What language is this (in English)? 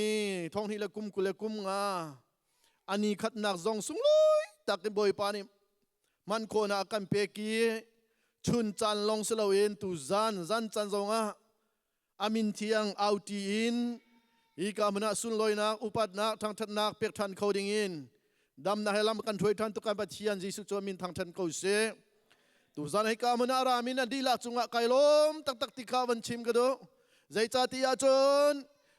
Hakha Chin